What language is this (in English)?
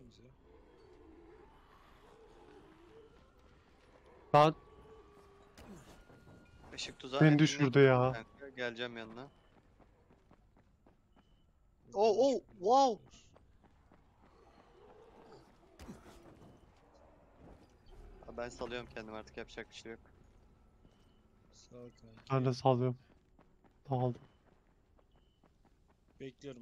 Turkish